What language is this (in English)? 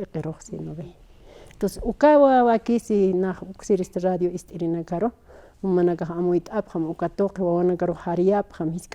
Aymara